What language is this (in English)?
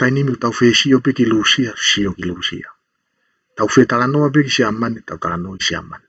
Tongan